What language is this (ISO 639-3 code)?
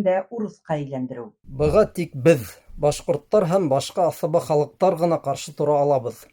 bak